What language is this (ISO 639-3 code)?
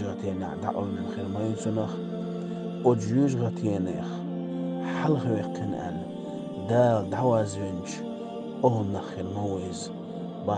che